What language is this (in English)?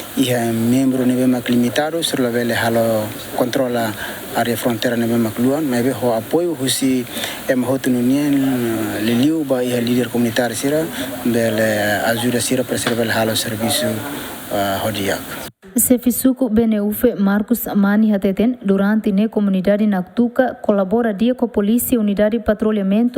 Tetum